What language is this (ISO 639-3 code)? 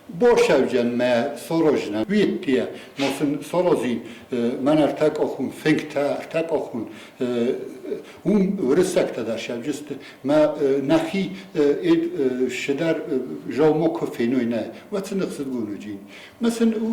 oss